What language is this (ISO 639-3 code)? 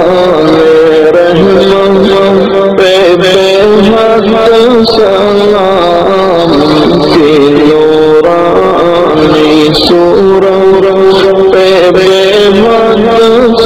urd